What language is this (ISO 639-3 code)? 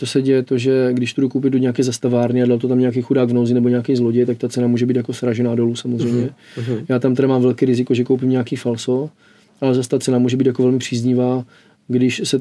ces